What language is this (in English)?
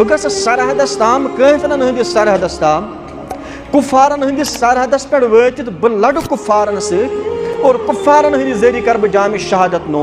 Kashmiri